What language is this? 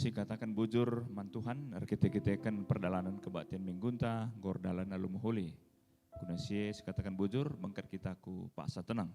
Batak Karo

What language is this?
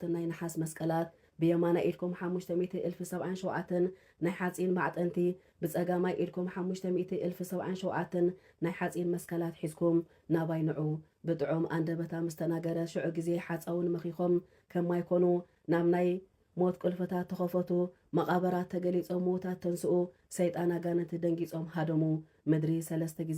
Tigrinya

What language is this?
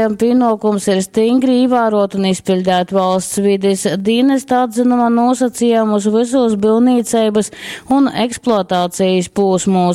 Latgalian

